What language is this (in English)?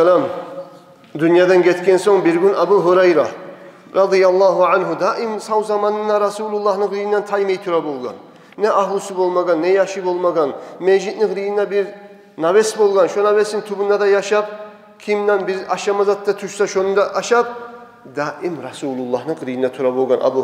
Kumyk